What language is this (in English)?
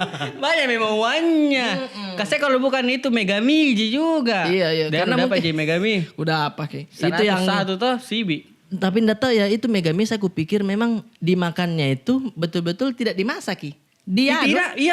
Makassar Malay